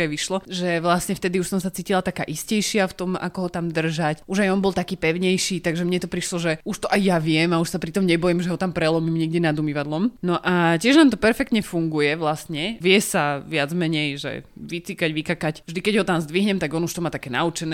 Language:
Slovak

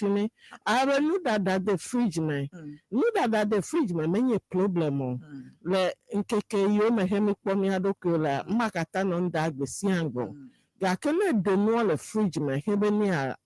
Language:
Ewe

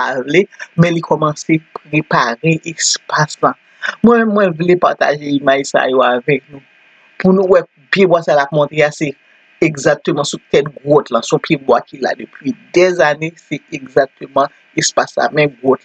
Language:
Haitian Creole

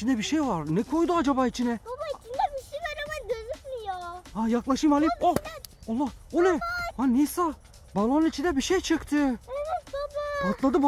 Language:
Turkish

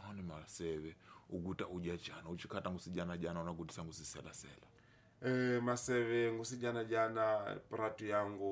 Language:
Tsonga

